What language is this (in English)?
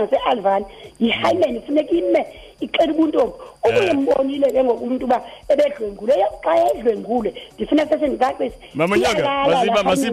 Xhosa